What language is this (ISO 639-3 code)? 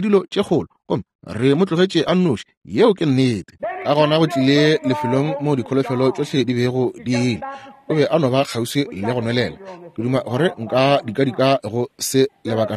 nso